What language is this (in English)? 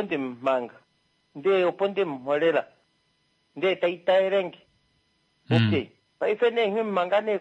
Kuanyama